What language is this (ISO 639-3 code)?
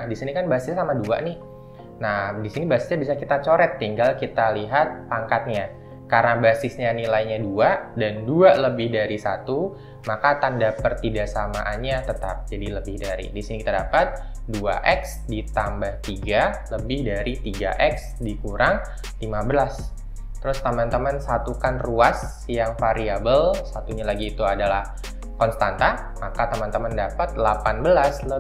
ind